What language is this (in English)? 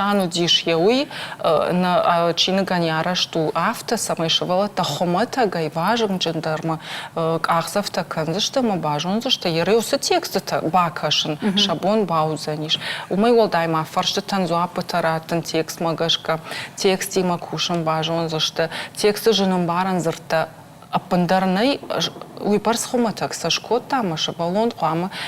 Ossetic